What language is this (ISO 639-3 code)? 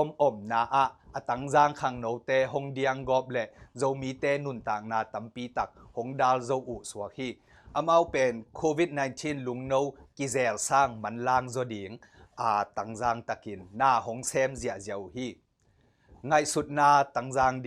ctd